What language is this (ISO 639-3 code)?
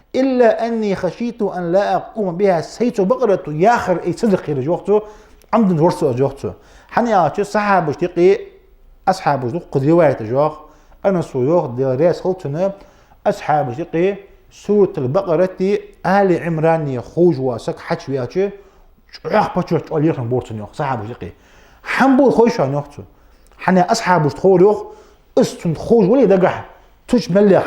inh